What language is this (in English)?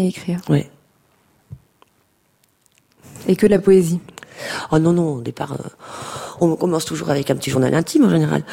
French